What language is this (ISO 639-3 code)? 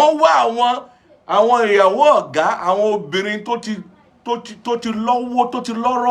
yor